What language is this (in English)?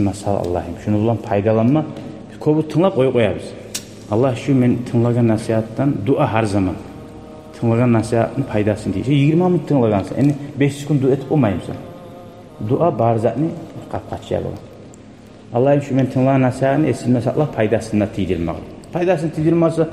Kumyk